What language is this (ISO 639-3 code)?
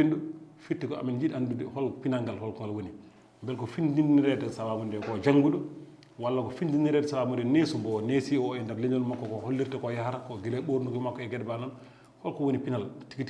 ful